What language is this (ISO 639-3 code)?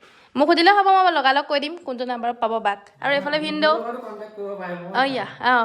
asm